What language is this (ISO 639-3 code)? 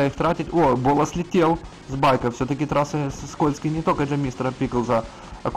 rus